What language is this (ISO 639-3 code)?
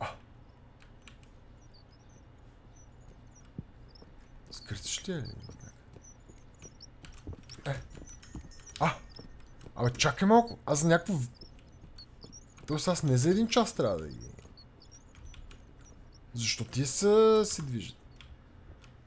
bul